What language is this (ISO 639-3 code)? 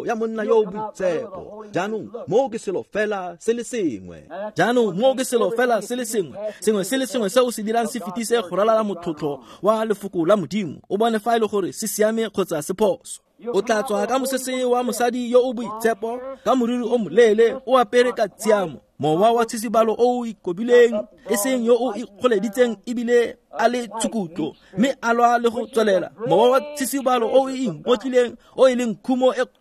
tsn